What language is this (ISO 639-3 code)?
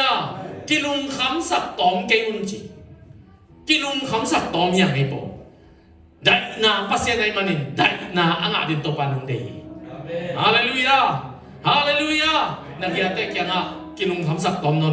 ctd